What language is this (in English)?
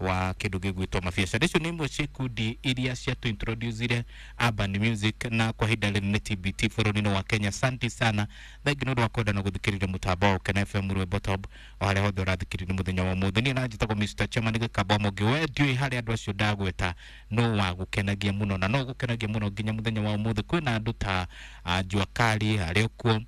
Kikuyu